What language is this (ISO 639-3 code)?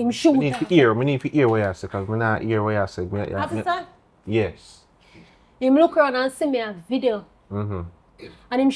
jam